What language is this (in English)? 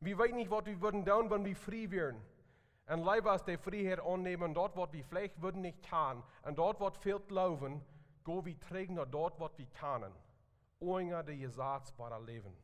Plautdietsch